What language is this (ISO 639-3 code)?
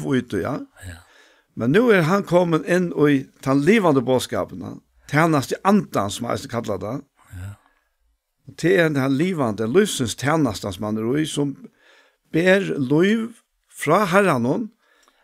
fao